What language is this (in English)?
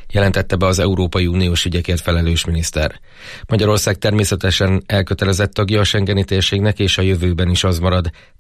Hungarian